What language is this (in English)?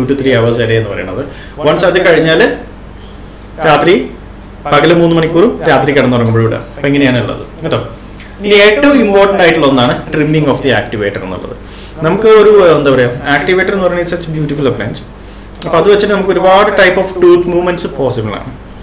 Malayalam